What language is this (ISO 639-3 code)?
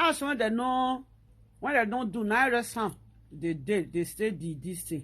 pcm